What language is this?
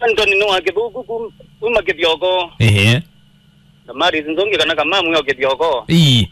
Kamba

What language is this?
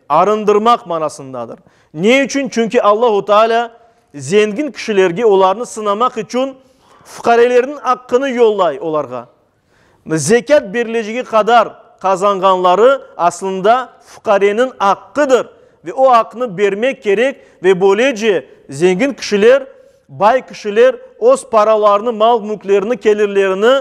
Crimean Tatar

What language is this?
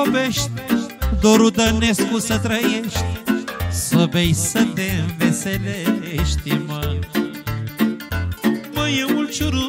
Romanian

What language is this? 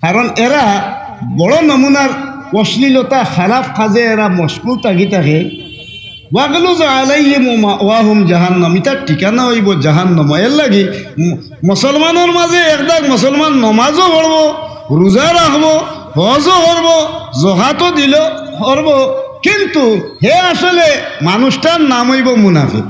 Sylheti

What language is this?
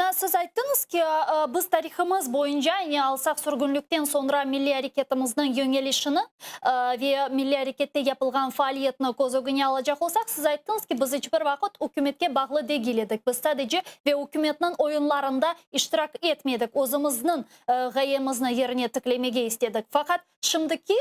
Crimean Tatar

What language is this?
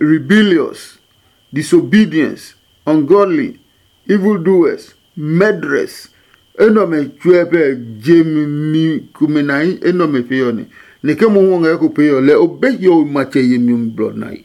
Adangme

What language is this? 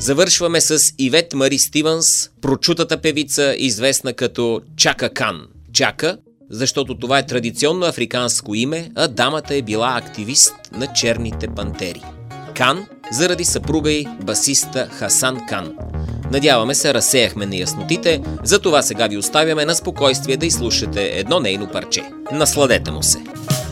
Bulgarian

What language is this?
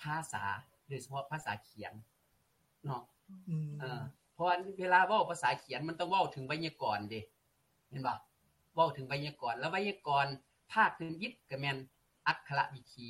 Lao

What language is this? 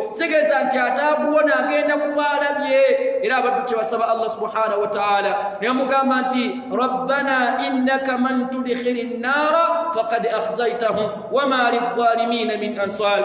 Ganda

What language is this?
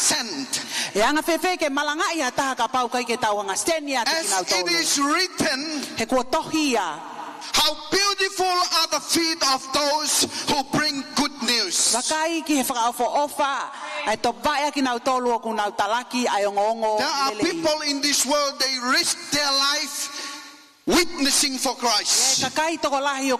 Tongan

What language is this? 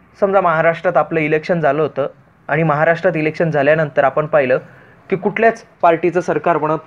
Marathi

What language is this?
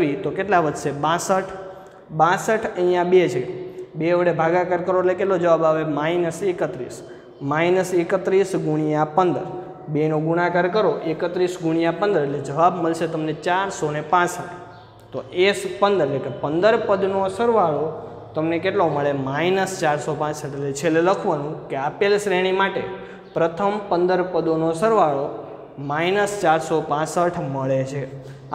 Gujarati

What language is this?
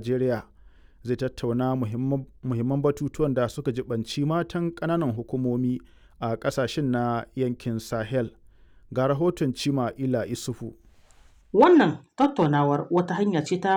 Hausa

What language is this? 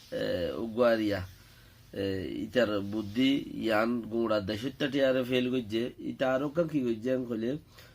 Rohingya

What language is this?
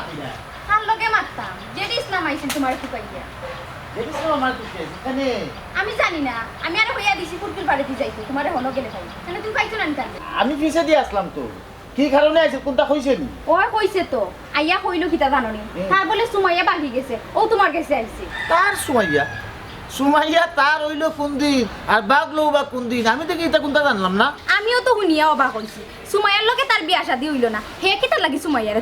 Sylheti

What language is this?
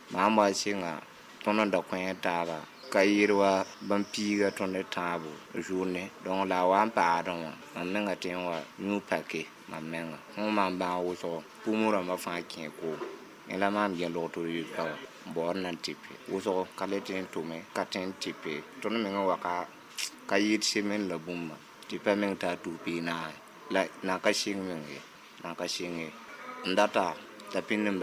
Mossi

